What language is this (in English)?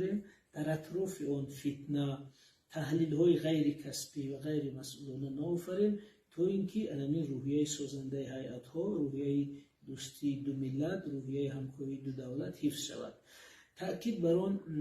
Tajik